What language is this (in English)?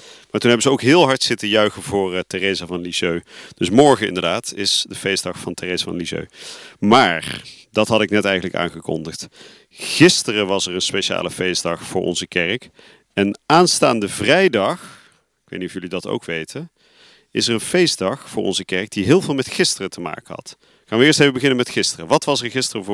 Dutch